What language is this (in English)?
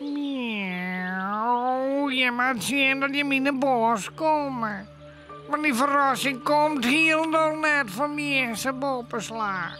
Western Frisian